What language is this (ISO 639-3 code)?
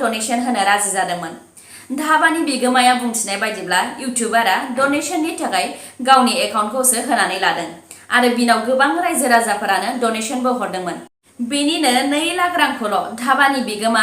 brx